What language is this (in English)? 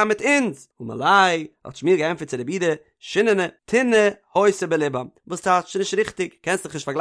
Yiddish